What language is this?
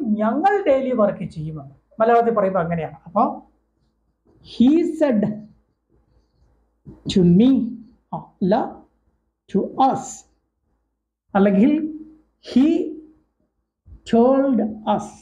Malayalam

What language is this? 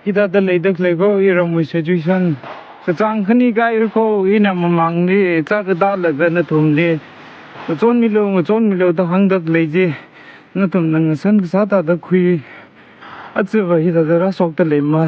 Tangkhul Naga (India)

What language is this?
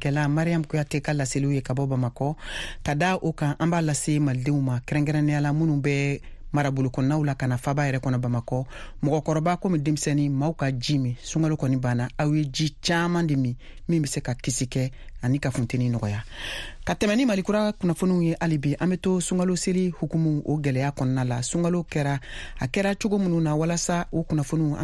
Bambara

